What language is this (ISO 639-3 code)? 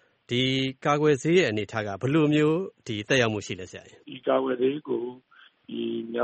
mya